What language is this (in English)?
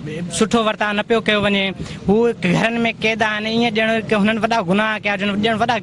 Sindhi